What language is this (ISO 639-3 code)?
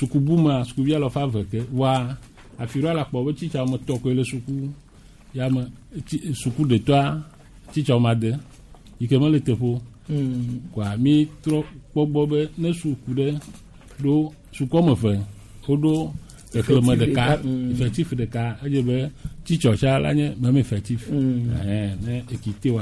gej